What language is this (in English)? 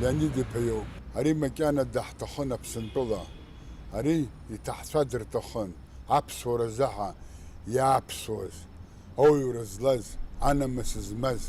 Abkhazian